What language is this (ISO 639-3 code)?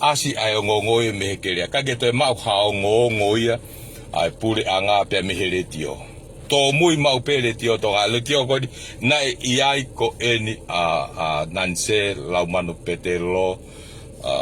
ton